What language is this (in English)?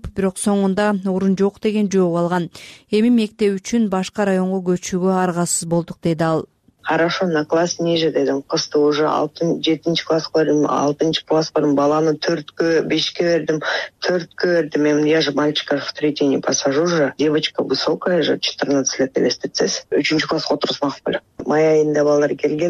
Kyrgyz